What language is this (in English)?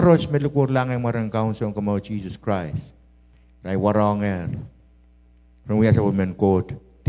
Pohnpeian